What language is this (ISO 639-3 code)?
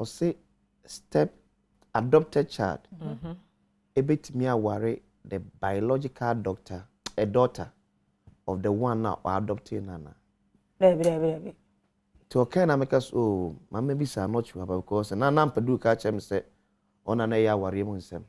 aka